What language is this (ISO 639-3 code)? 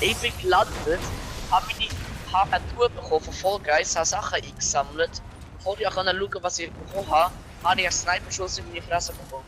gsw